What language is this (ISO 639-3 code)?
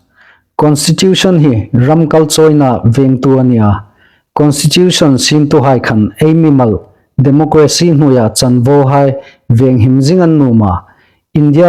hmr